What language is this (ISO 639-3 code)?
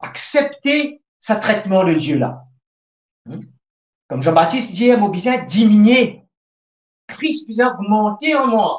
mfe